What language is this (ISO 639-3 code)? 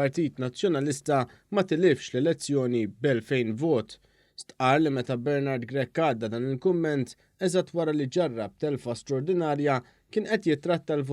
mlt